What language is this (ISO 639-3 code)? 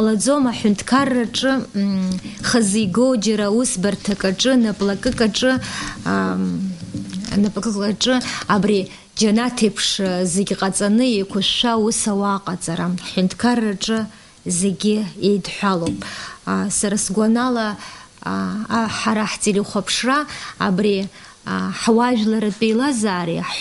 abk